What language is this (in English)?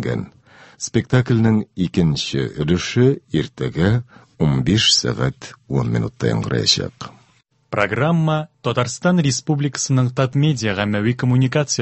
Tatar